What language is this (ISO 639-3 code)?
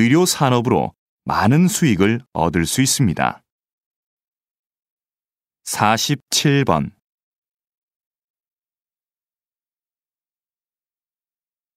kor